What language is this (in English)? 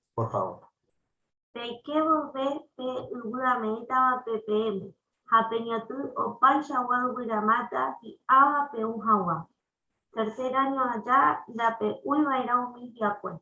Guarani